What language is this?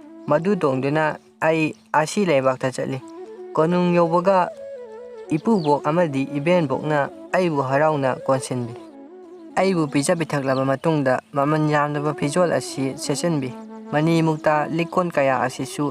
Manipuri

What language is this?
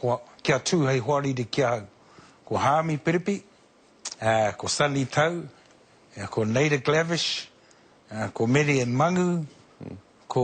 Māori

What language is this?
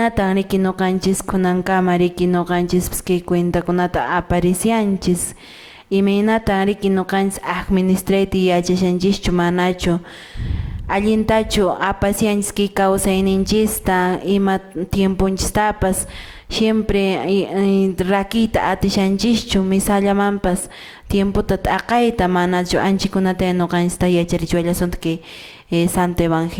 Quechua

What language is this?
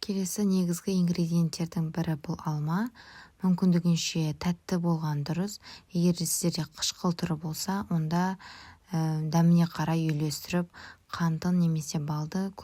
Kazakh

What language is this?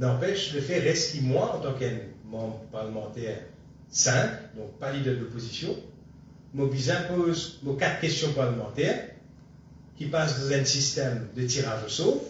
Morisyen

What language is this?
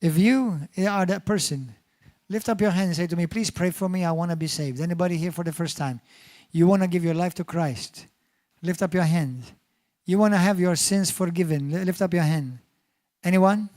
English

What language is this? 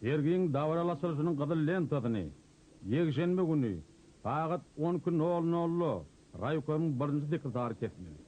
Turkmen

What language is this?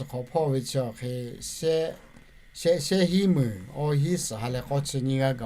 Lahu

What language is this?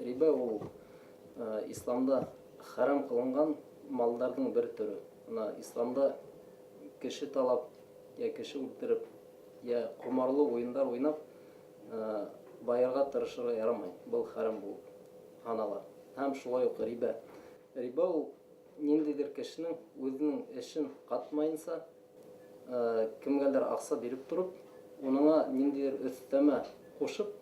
Bashkir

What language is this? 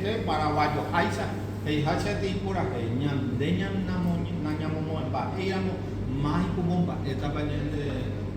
Guarani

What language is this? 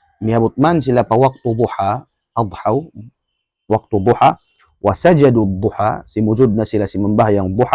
Tausug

